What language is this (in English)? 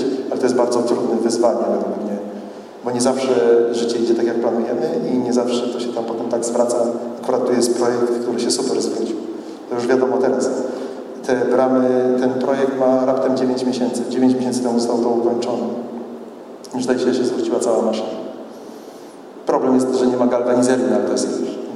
Polish